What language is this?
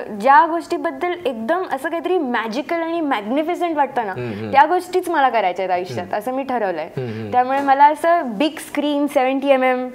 Marathi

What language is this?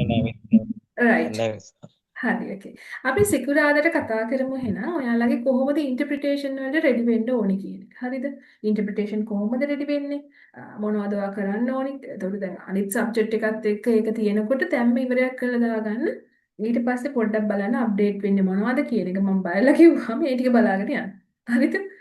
Sinhala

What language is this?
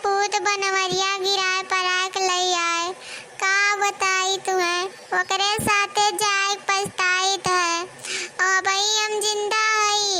Awadhi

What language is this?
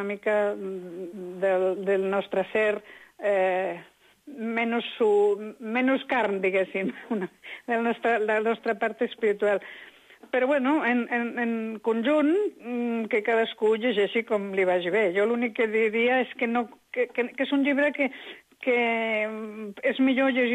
Catalan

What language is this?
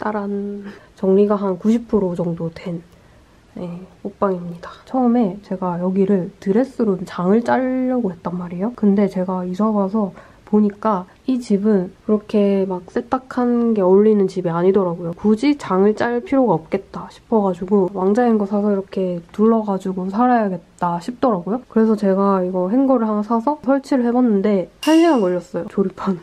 Korean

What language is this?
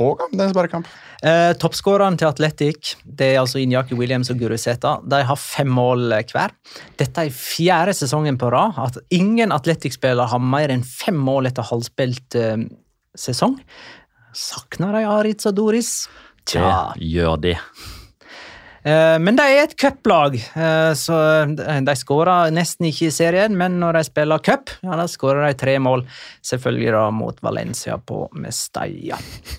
Norwegian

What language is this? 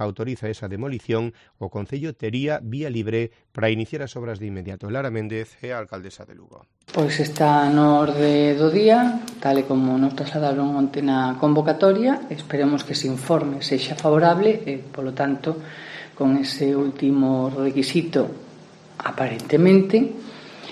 Galician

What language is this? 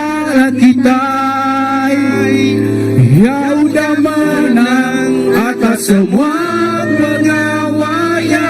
Iban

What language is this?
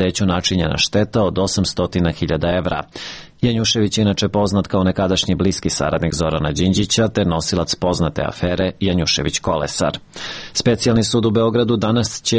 Serbian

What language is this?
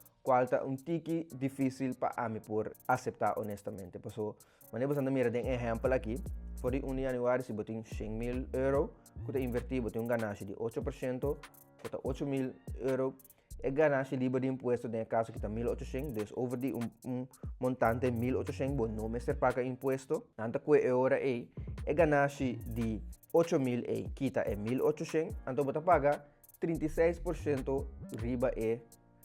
Papiamento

